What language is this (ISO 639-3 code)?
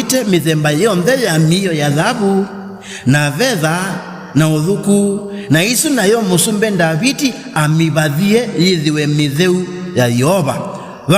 kam